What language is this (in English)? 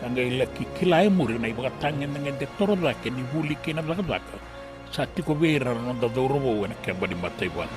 Fijian